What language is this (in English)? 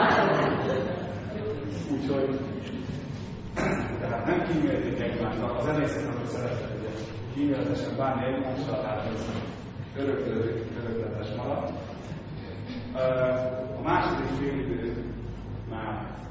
Hungarian